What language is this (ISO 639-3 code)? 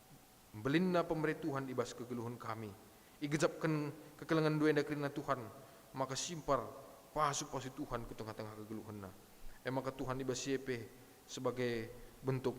btx